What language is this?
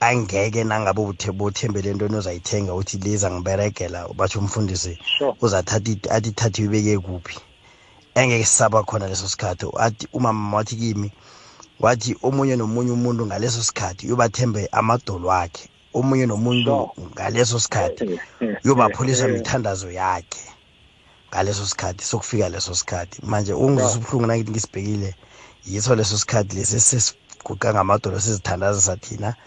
South Ndebele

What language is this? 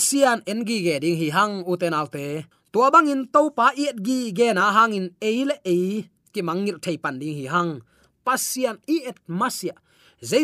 Tedim Chin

